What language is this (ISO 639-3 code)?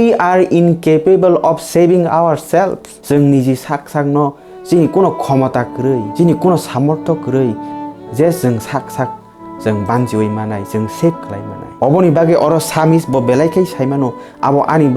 trp